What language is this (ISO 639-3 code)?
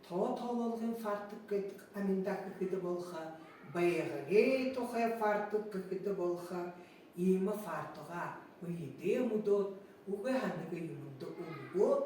bua